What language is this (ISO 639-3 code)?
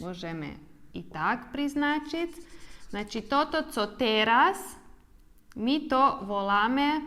rue